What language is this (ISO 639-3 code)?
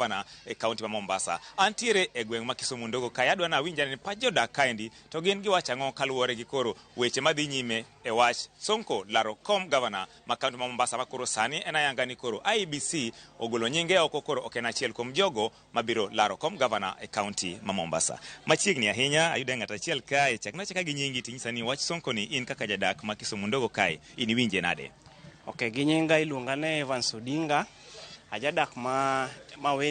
luo